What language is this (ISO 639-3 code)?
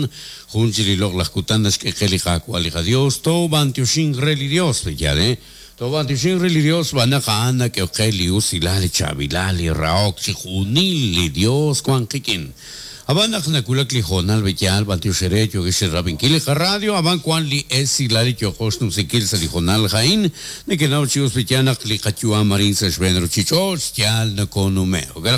kek